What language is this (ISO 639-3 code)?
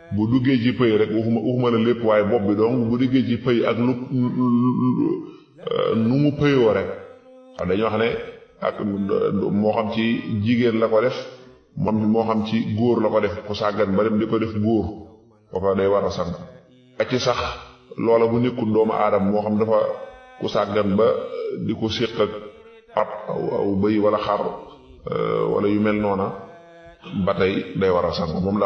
wol